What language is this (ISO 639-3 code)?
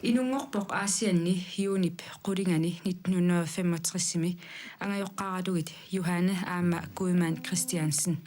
kal